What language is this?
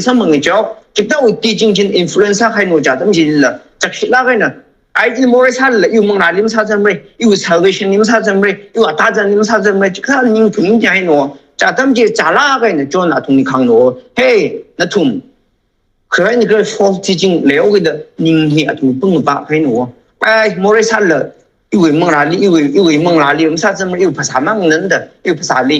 Tangkhul Naga (India)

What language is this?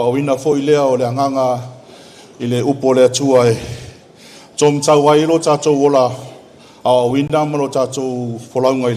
Samoan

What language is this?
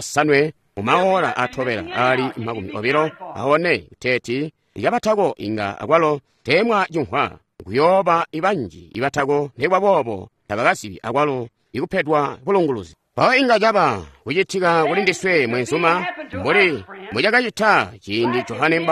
Tonga (Zambia)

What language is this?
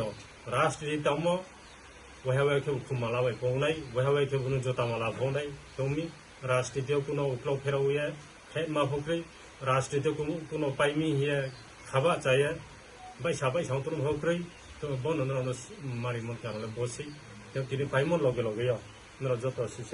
Riang (India)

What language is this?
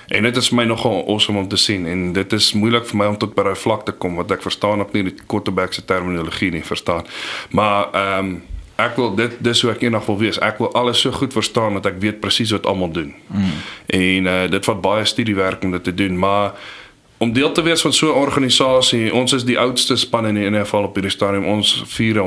Afrikaans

